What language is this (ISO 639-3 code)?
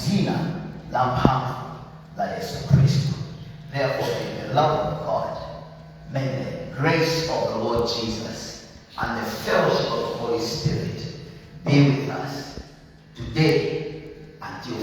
nya